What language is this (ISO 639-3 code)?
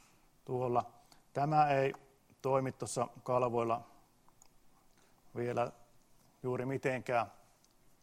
fin